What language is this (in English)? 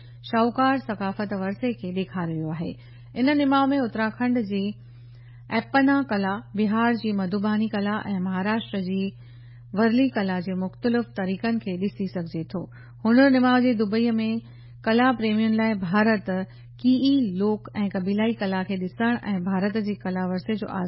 Sindhi